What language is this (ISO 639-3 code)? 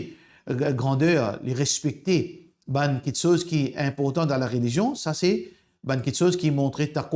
mfe